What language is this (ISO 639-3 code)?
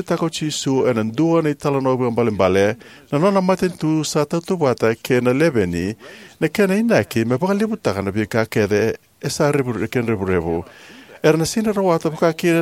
fij